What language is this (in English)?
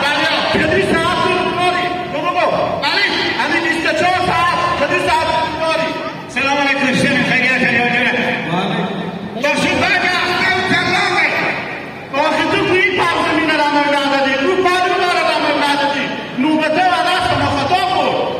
Hazaragi